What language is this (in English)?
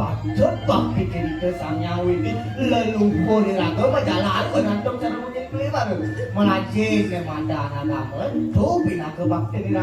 Balinese